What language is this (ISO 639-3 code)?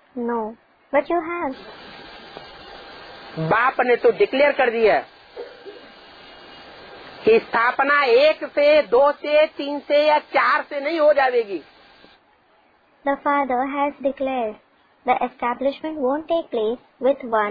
hin